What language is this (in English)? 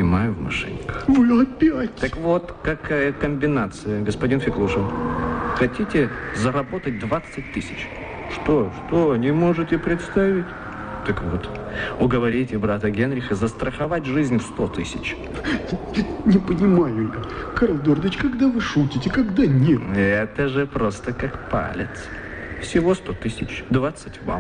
Russian